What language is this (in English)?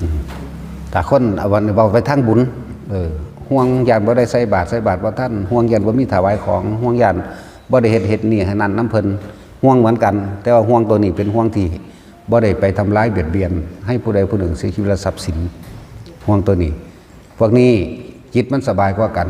Northeastern Thai